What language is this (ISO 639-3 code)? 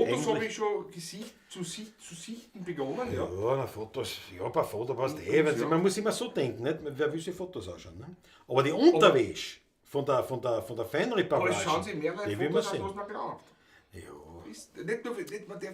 bar